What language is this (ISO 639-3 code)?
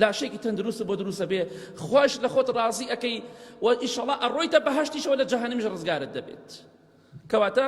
ckb